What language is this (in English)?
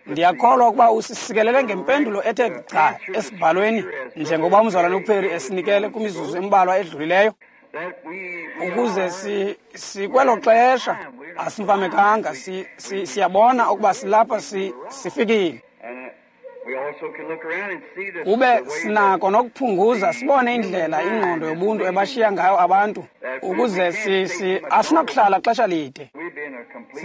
Xhosa